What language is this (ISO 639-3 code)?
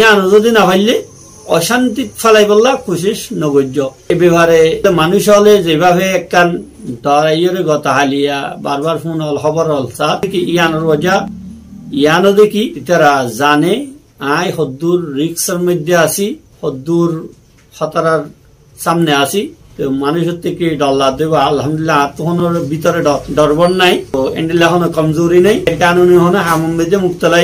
rhg